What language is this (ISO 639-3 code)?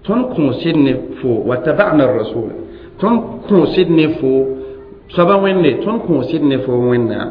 mos